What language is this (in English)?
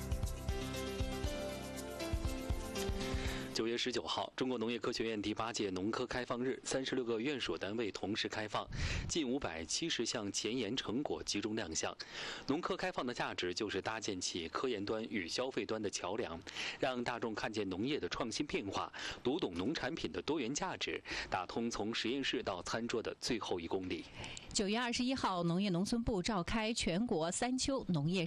Chinese